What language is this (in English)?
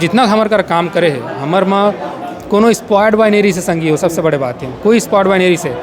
Chhattisgarhi